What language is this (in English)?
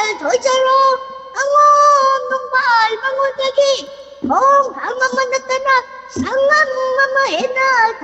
Manipuri